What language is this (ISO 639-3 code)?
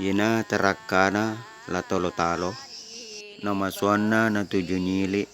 bug